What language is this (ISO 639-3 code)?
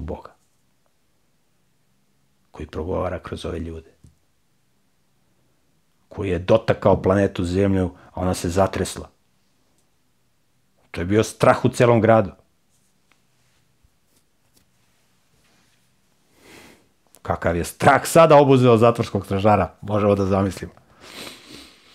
srp